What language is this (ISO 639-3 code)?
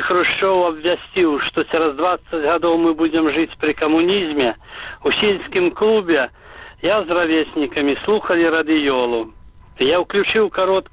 bel